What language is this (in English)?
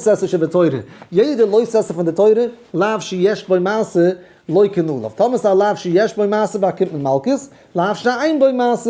Yiddish